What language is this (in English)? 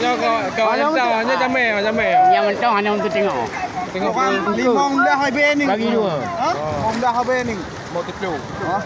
Achinese